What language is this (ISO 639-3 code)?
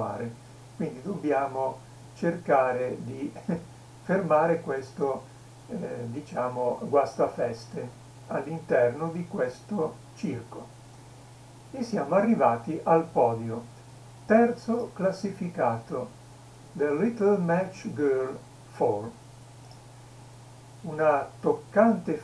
ita